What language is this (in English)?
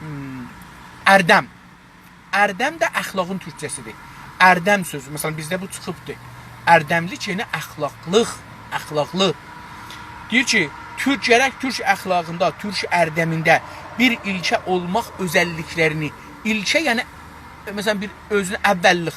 South Azerbaijani